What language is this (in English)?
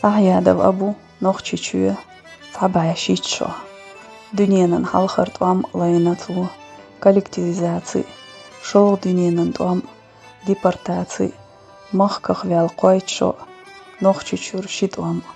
Chechen